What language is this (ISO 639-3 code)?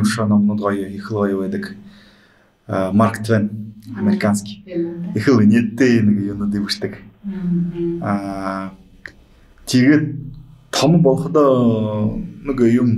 bua